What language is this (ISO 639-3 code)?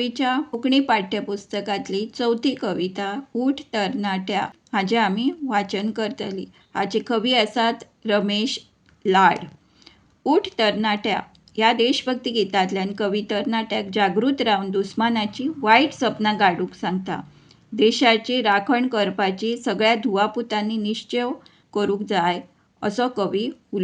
kok